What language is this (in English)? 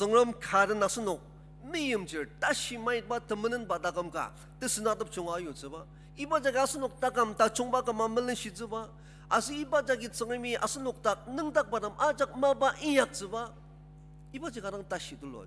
Ao Naga